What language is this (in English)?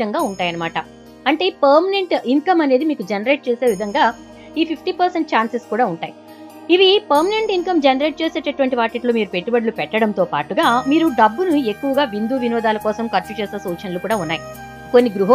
Telugu